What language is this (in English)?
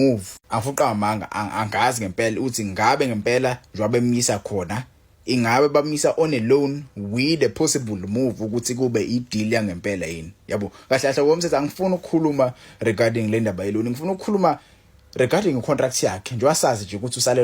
Zulu